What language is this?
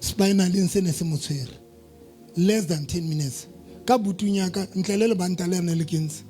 Southern Sotho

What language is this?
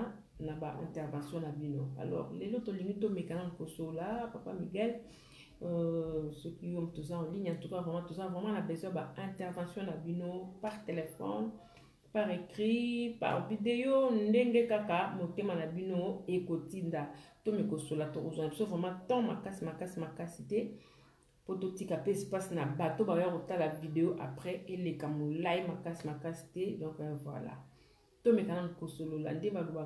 Lingala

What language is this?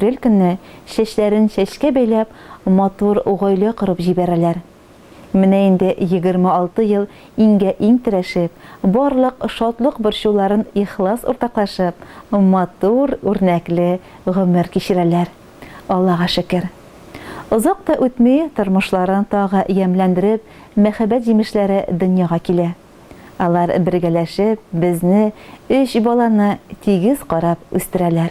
Tatar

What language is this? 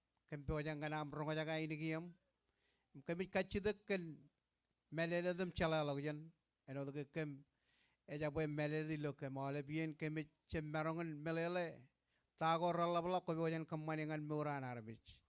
Marshallese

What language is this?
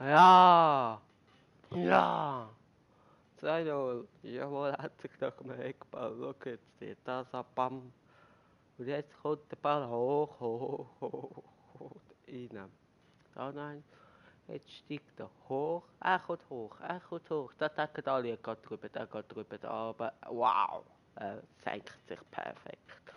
Swiss German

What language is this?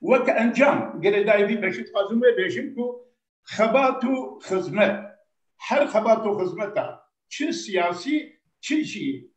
Kurdish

